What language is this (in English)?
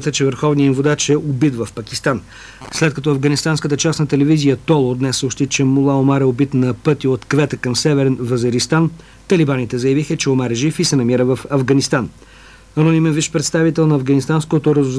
Bulgarian